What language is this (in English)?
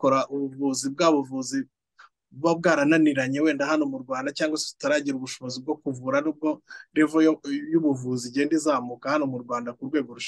Kinyarwanda